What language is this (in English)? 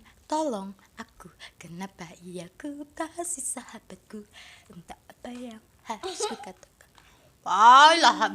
Musi